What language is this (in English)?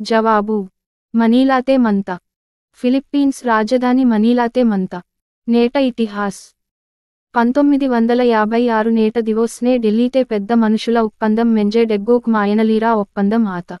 Gondi